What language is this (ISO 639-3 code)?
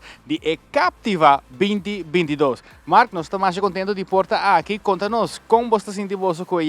pap